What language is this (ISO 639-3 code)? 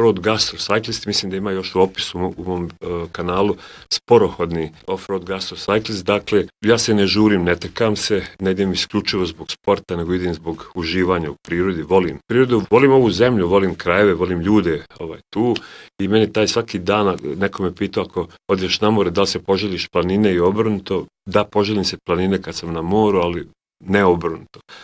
bos